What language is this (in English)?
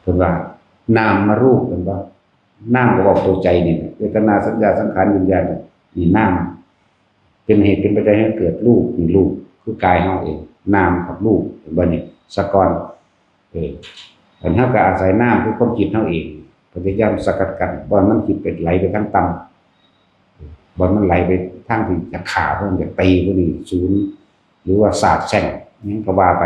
Northeastern Thai